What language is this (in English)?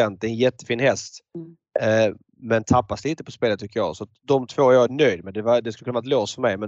Swedish